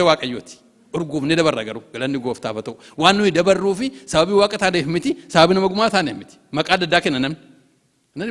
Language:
Oromo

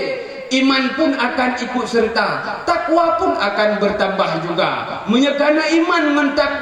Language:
Achinese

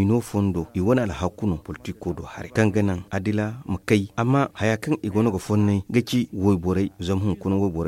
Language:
Zarma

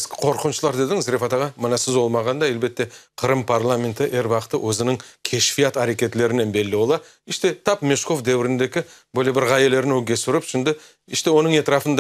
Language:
Crimean Tatar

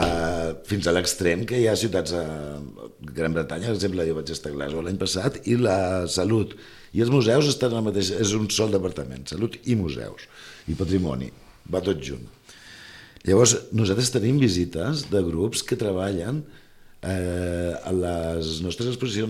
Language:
Catalan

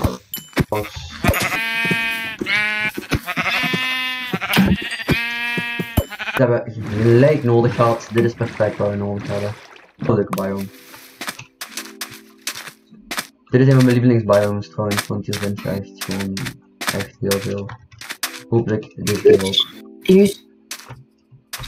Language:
Dutch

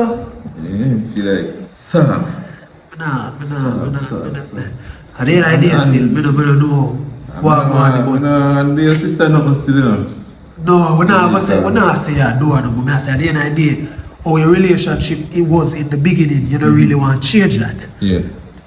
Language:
Jamaican Creole English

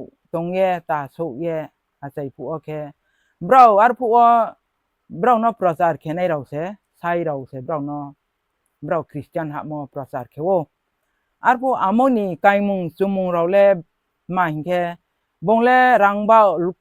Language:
Riang (India)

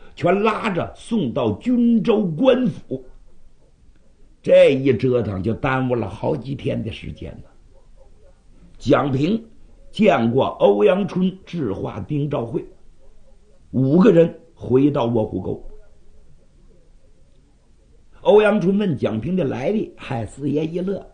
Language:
Chinese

